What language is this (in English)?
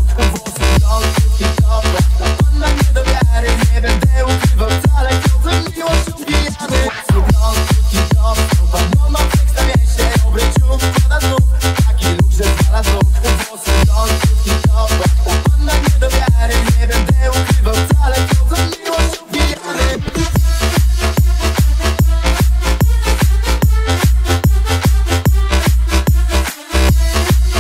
Polish